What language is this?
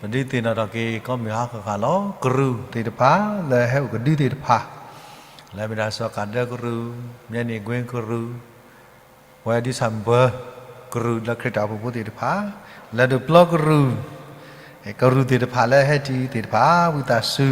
S'gaw Karen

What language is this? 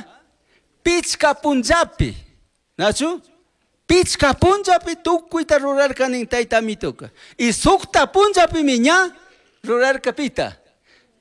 Chimborazo Highland Quichua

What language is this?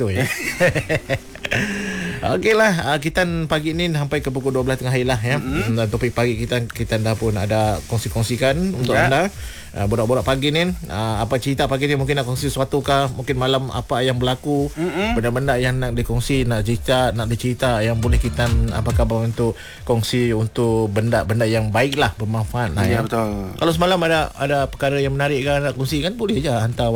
Malay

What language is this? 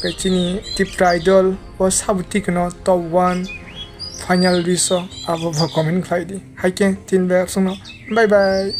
Kok Borok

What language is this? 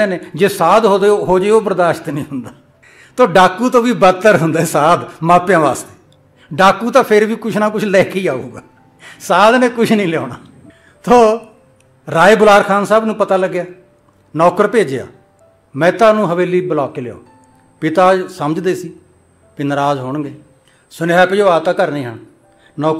Punjabi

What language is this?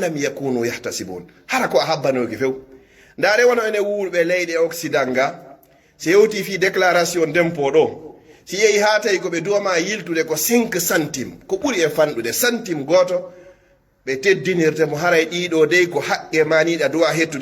Pular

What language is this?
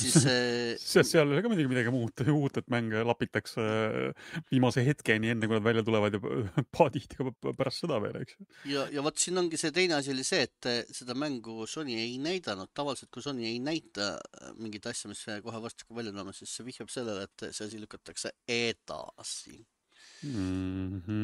Estonian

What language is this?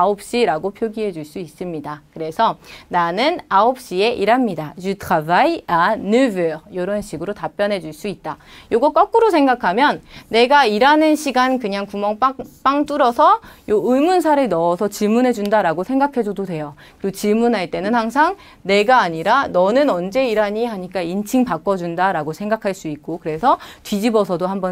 Korean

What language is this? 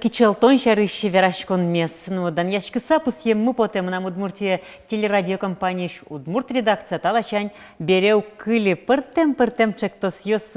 Udmurt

